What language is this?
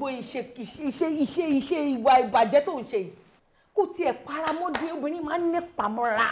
Yoruba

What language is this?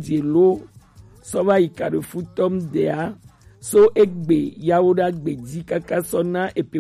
Gen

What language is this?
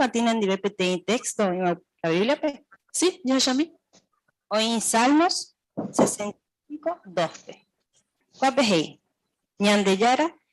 Guarani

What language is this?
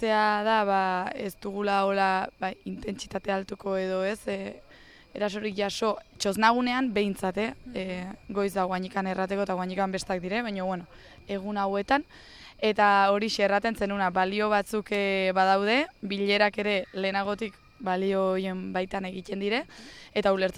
Basque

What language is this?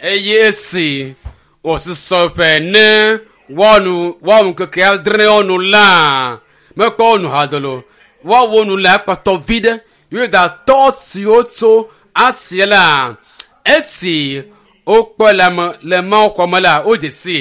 Ewe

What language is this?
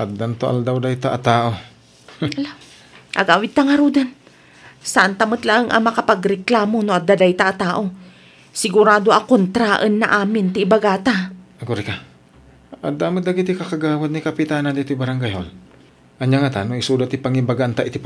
Iloko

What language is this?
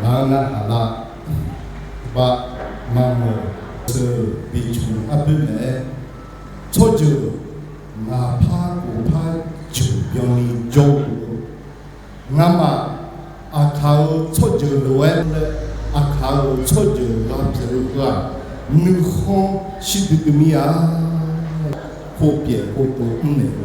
Akha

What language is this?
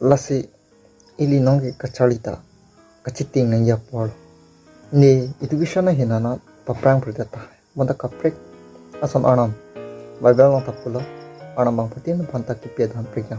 Karbi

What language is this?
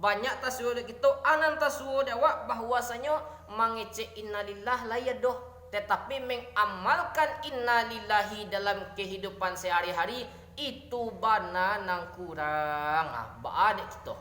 Minangkabau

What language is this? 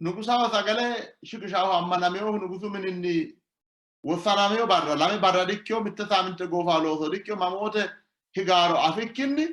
Sidamo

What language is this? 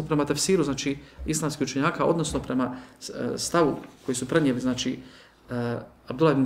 Bosnian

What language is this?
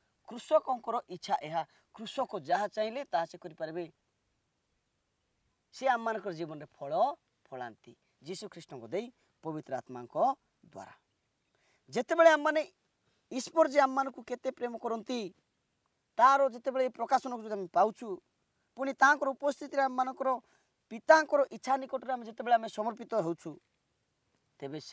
Odia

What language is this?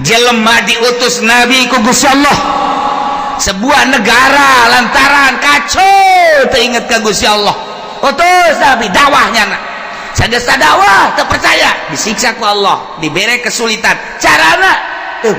Sundanese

